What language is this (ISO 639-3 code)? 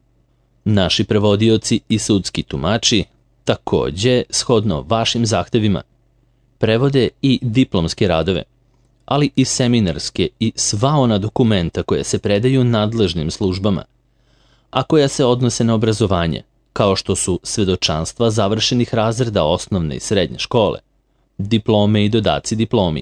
srp